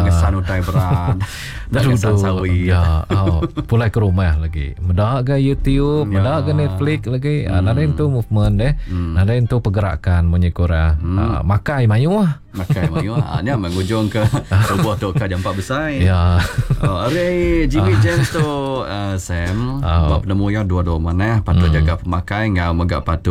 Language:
Iban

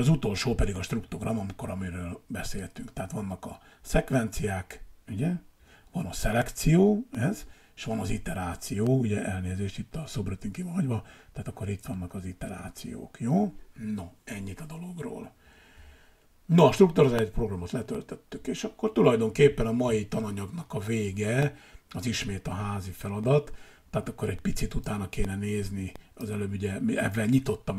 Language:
Hungarian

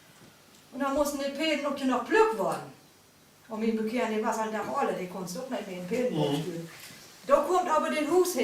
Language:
Low German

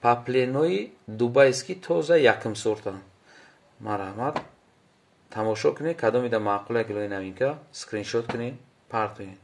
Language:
Tajik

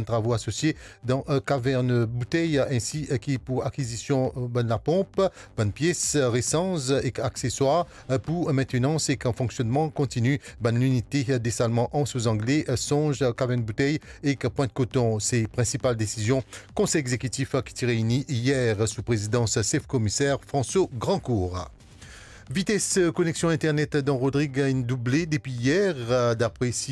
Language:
Morisyen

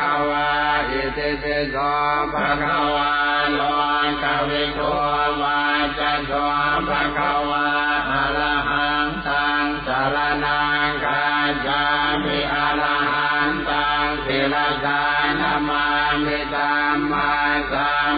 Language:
Pali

